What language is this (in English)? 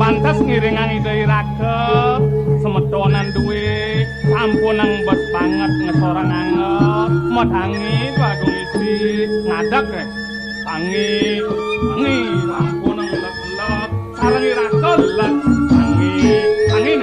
Balinese